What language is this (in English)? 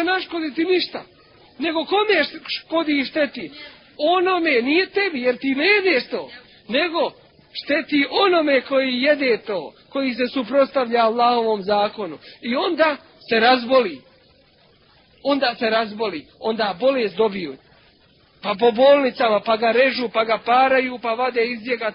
Bosnian